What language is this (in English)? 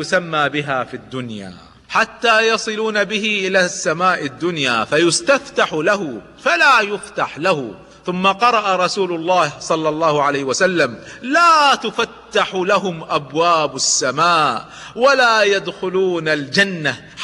Arabic